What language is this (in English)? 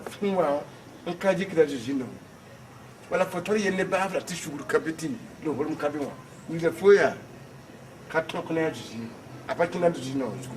Mossi